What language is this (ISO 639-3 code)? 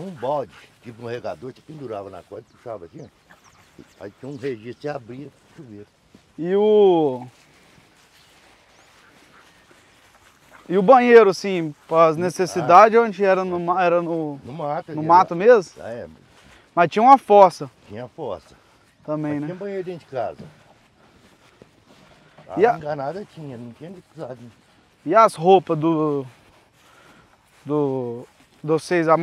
por